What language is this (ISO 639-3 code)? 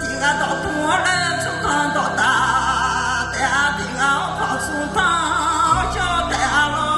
ahk